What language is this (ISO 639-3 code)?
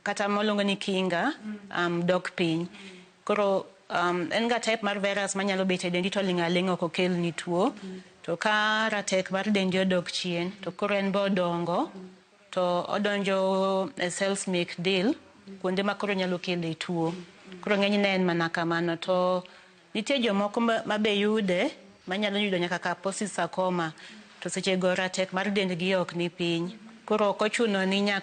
luo